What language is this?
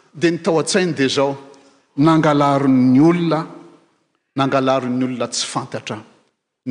Malagasy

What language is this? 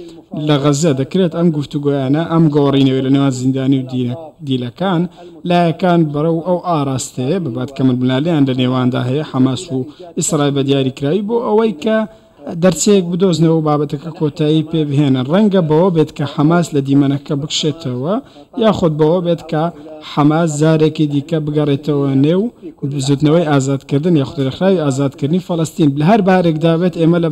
Central Kurdish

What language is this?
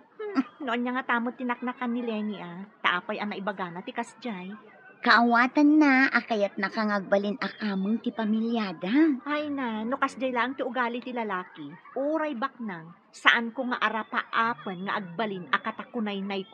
Iloko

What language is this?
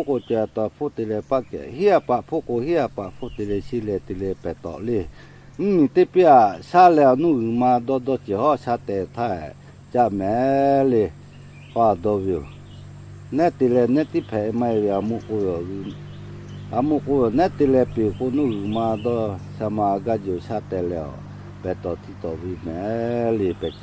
Lahu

